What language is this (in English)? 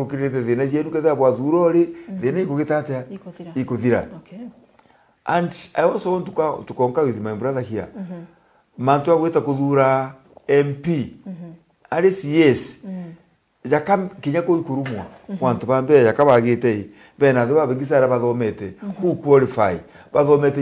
Meru